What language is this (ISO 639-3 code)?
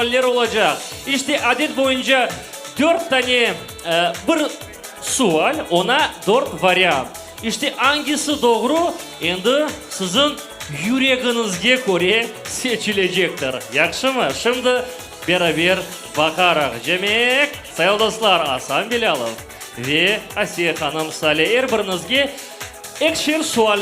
crh